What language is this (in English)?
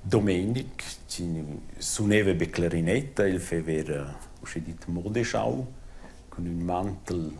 Romansh